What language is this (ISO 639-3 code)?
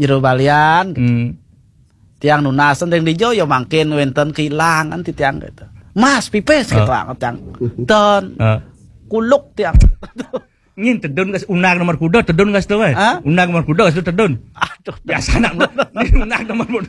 ban